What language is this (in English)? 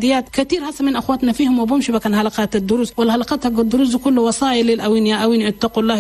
Chadian Arabic